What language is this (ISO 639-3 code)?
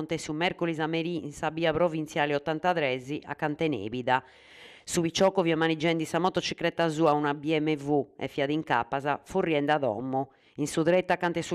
srd